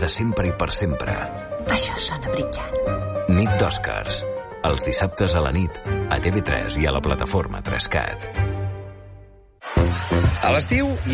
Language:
Catalan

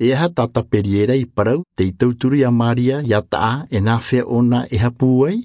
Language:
Tahitian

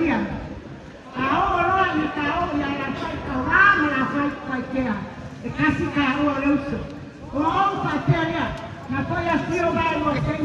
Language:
Samoan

